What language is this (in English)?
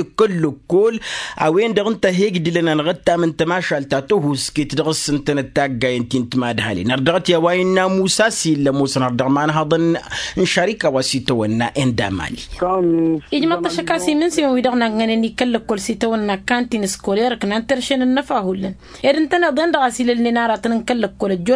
Tamasheq